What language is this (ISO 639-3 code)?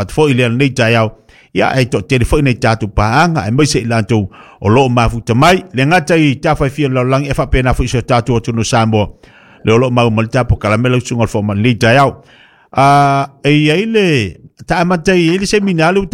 smo